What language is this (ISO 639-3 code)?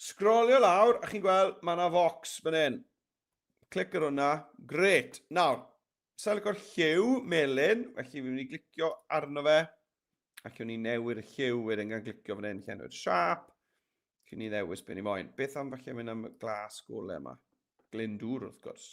cym